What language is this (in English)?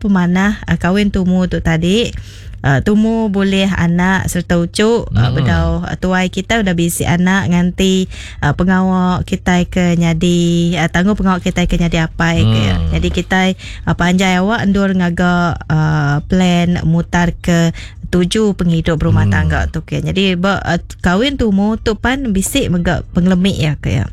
Iban